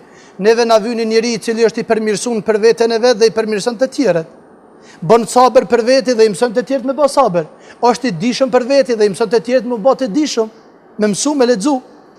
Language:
Albanian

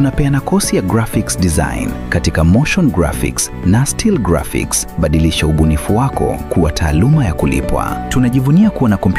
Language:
Gusii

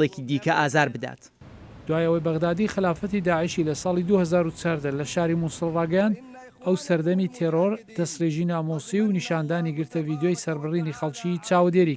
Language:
Central Kurdish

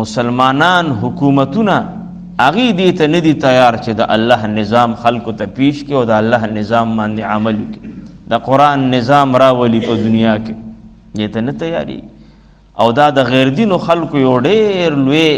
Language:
Pashto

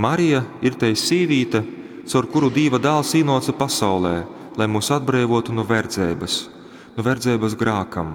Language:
Latgalian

